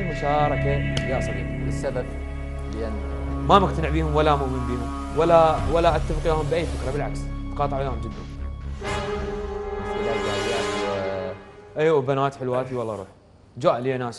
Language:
Mesopotamian Arabic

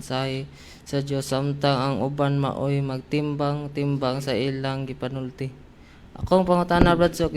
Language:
Cebuano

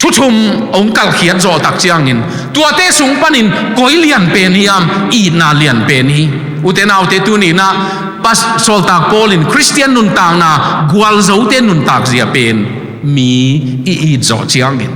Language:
Tedim Chin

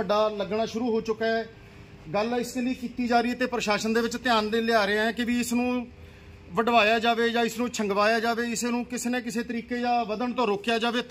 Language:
Punjabi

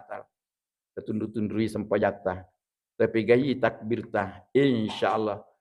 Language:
Buginese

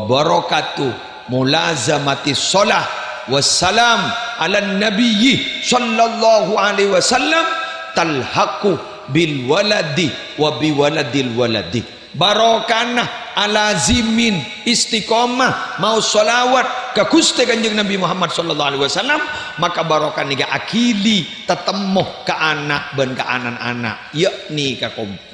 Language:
Madurese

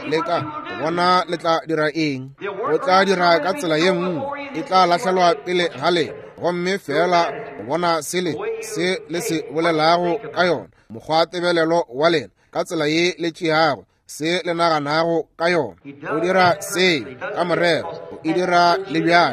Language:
Northern Sotho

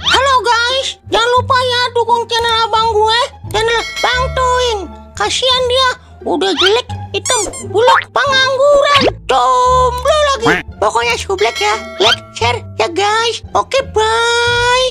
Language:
Betawi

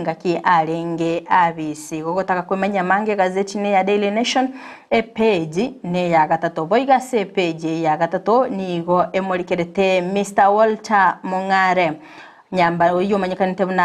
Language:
Gusii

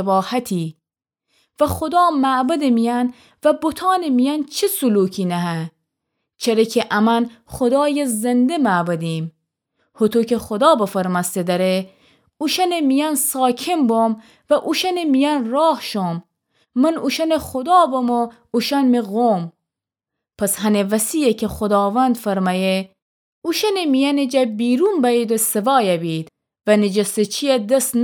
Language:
Gilaki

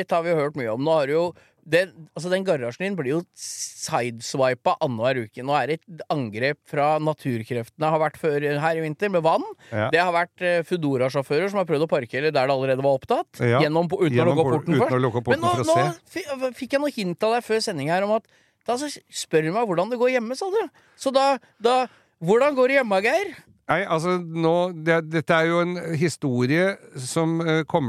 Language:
Norwegian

